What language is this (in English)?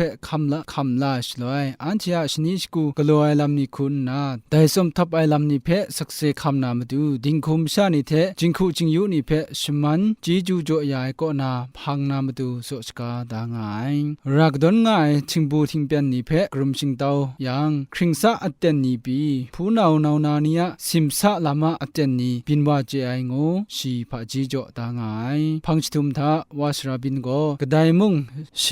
Kachin